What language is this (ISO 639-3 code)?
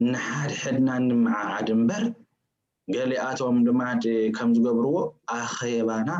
tir